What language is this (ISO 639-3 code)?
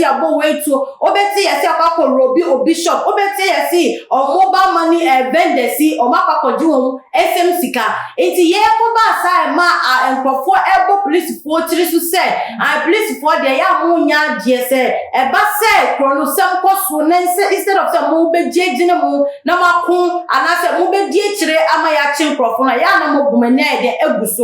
aka